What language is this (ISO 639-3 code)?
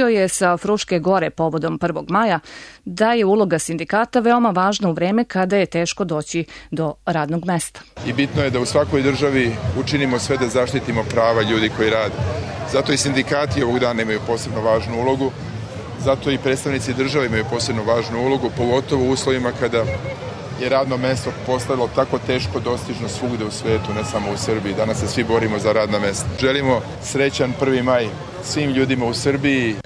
srp